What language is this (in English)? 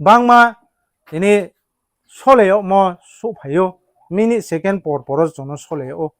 Riang (India)